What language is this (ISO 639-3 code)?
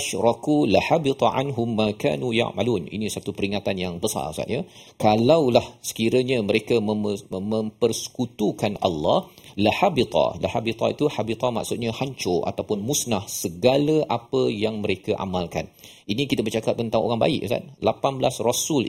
msa